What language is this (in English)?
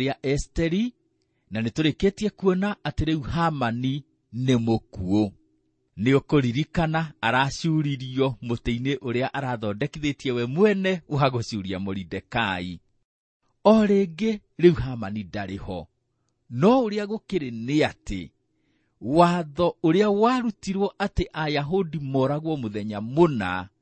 Kikuyu